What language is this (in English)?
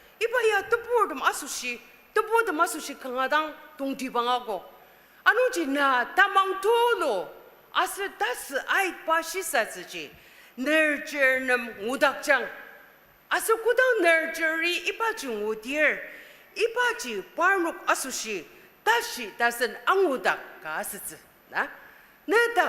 Ao Naga